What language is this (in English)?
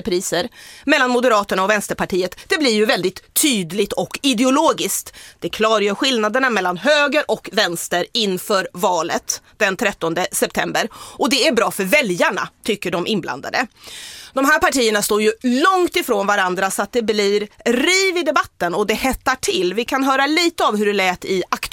Swedish